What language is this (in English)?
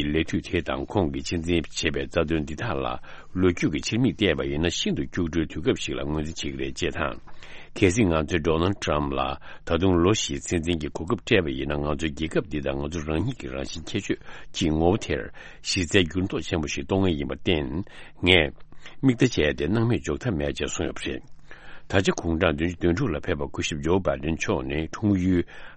Tibetan